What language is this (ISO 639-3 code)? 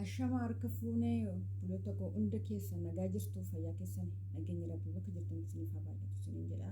orm